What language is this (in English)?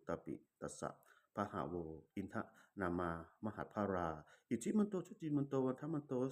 Pali